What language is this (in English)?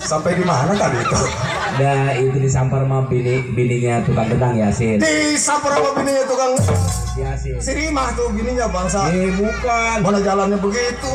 Betawi